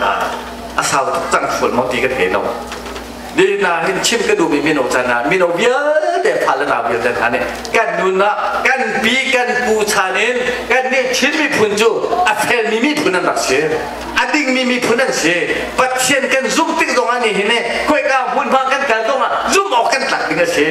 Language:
Hakha Chin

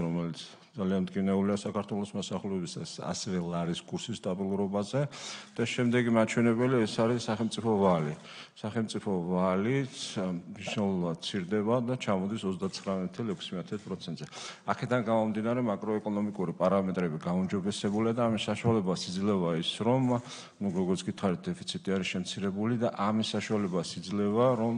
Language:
Georgian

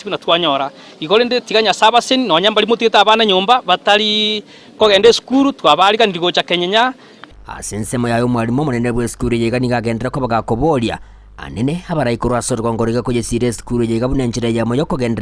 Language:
Gusii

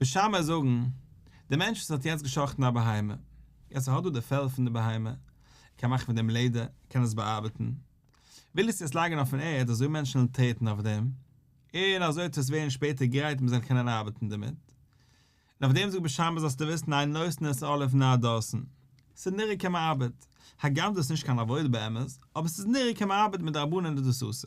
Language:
Yiddish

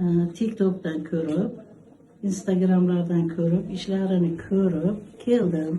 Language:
Uzbek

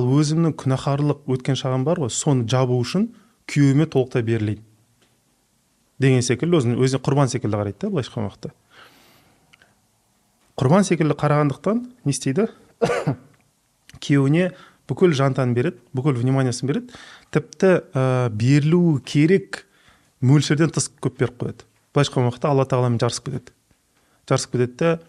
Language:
Kazakh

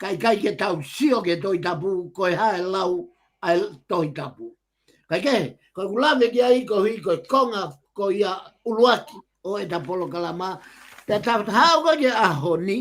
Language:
Tongan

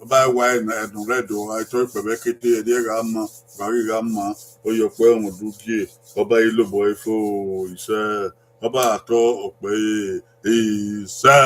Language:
Bini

